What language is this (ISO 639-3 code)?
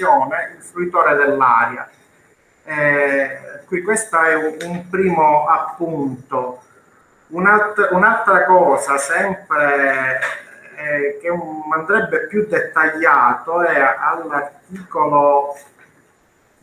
ita